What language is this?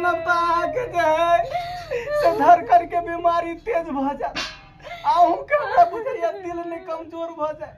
Maithili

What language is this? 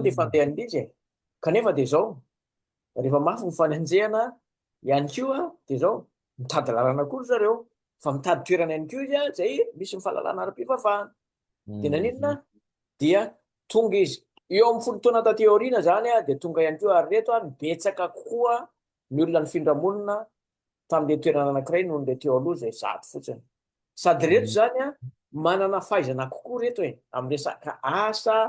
Malagasy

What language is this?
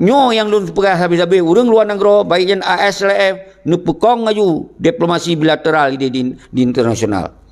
Achinese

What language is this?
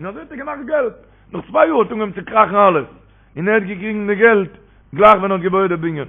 Yiddish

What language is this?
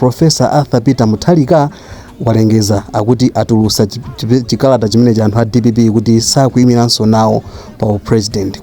Nyanja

